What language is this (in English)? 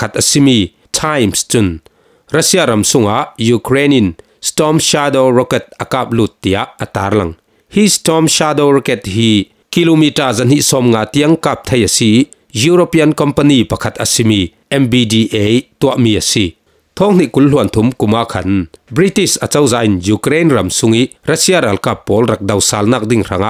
Falam Chin